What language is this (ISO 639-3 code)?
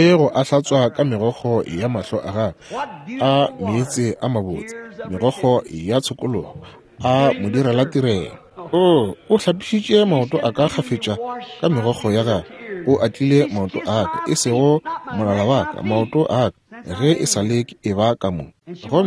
nso